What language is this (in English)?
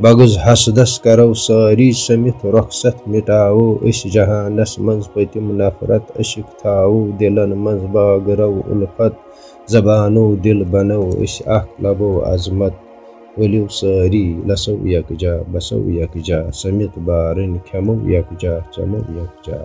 Kashmiri